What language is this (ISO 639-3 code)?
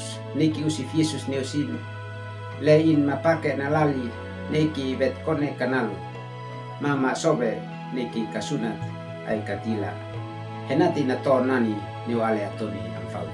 aoz